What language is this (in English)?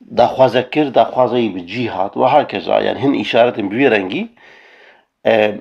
Kurdish